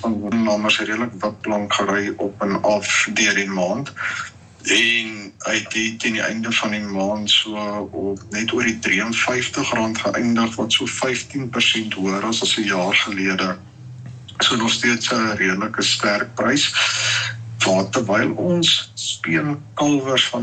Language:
Afrikaans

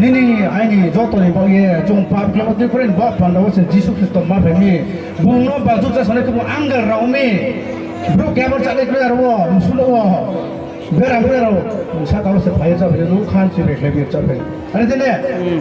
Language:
Riang (India)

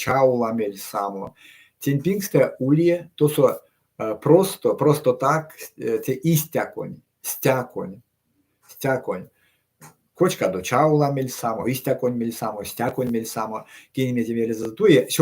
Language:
Erzya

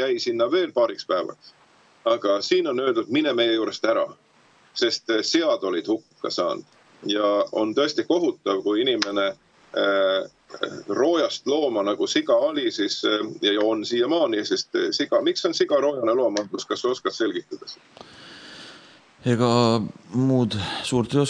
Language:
Estonian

